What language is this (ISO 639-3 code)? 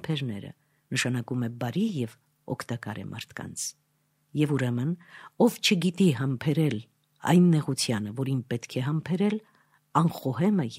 hye